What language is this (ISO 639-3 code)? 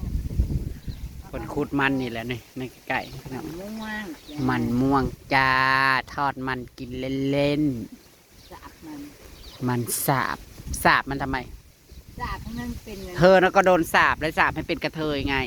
tts